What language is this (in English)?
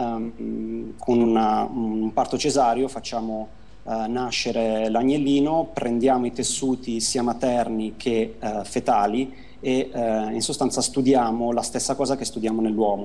Italian